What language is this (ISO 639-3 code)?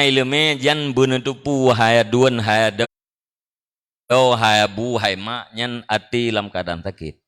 ace